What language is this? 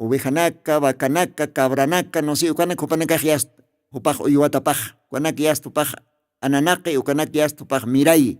Aymara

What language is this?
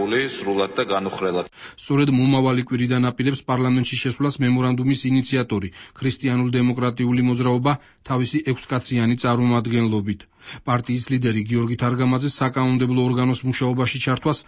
Georgian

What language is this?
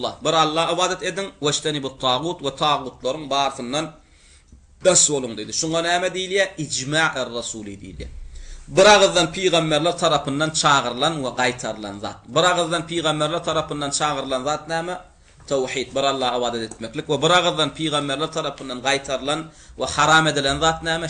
Turkmen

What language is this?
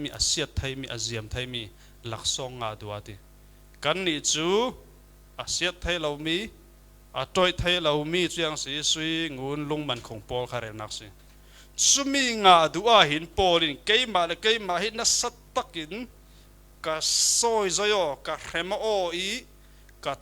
Falam Chin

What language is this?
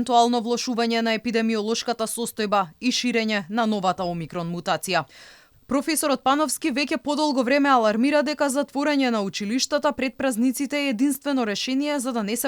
Macedonian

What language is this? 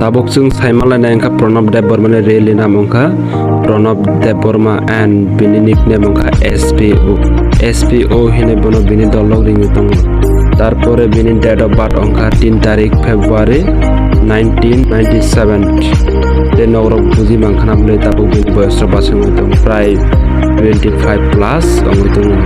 Kok Borok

